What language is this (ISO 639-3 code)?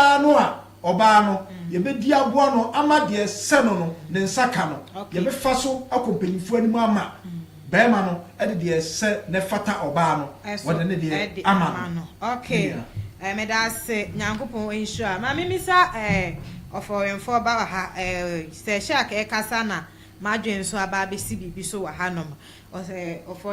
aka